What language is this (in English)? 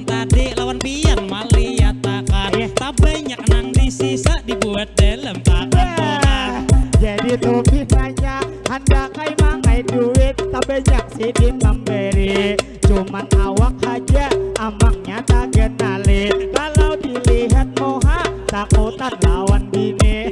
Banjar